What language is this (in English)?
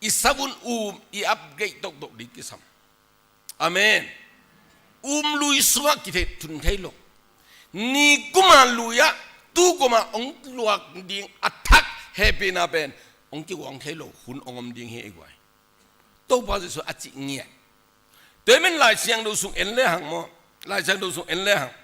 Tedim Chin